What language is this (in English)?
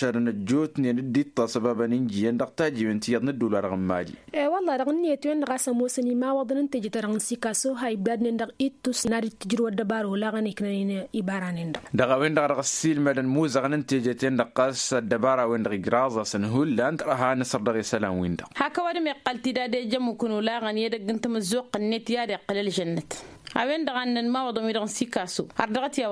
Tamasheq